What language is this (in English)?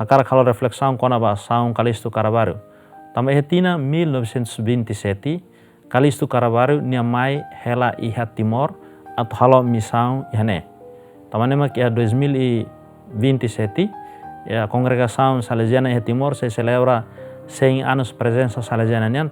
Tetum